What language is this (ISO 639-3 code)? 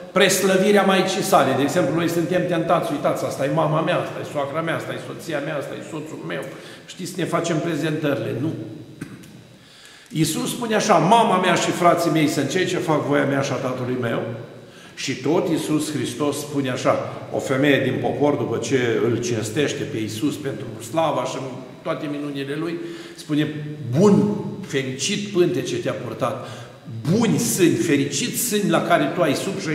ron